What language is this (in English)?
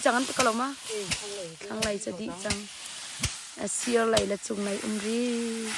Hakha Chin